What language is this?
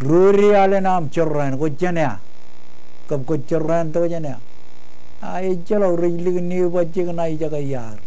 Marshallese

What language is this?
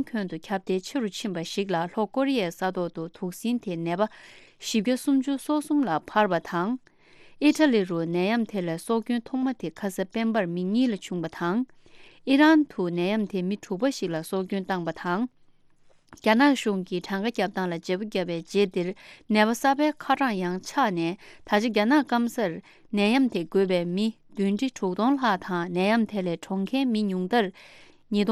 Tibetan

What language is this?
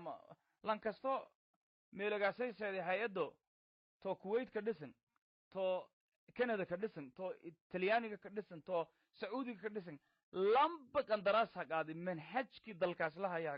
Somali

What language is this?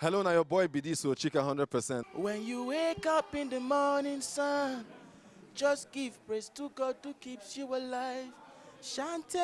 Nigerian Pidgin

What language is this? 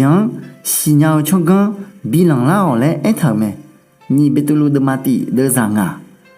Akha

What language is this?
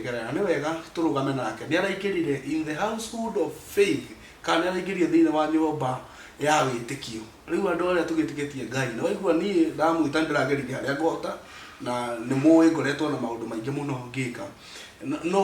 Kikuyu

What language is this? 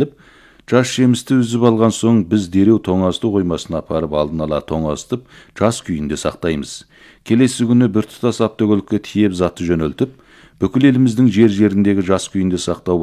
Kazakh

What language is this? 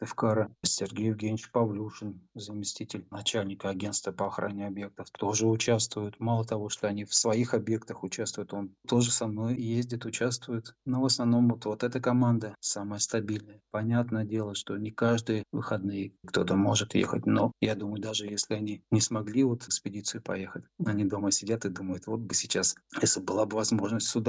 Russian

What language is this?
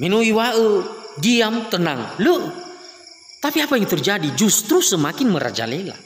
Nias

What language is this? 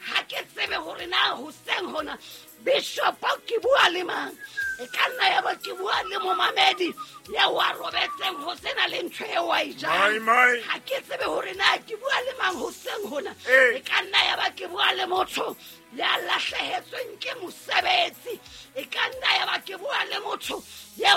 Southern Sotho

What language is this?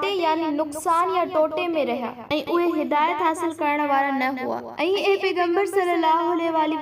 Sindhi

